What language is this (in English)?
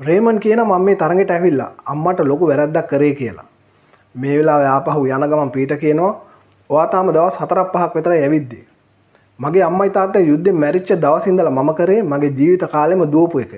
Sinhala